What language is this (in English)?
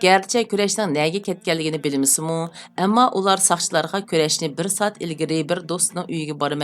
Uyghur